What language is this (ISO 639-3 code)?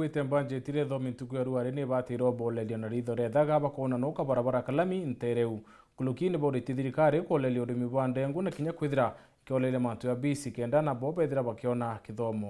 mer